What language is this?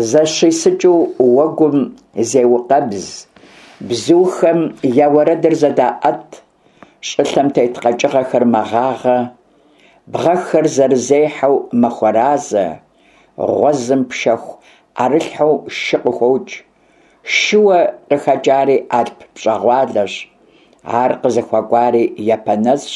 Kabardian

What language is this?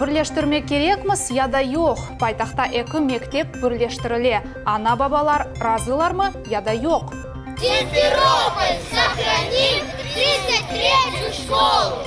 Crimean Tatar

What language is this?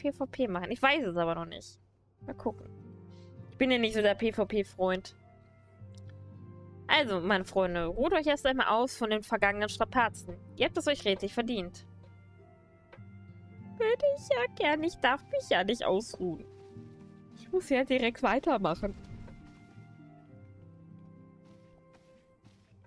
German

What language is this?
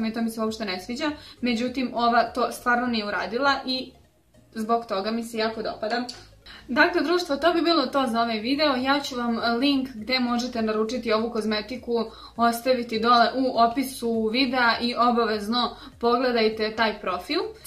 Serbian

